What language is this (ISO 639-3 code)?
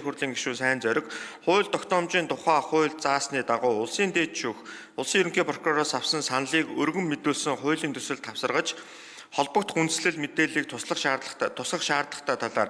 mon